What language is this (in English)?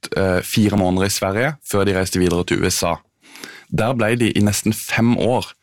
Norwegian